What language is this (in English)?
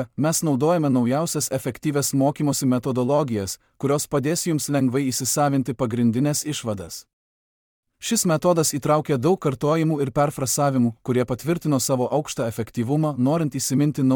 Lithuanian